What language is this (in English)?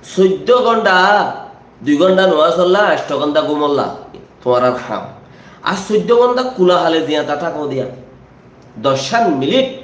Rohingya